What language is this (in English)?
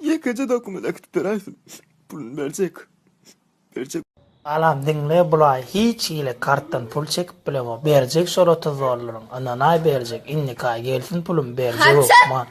Turkmen